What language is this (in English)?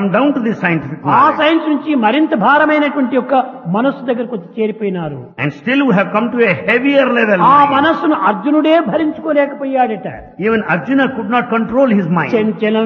Telugu